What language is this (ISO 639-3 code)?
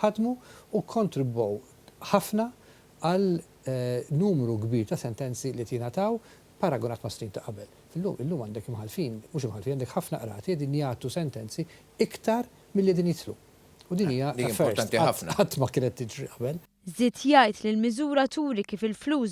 mlt